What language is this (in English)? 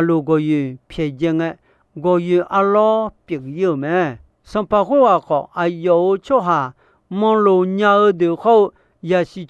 Akha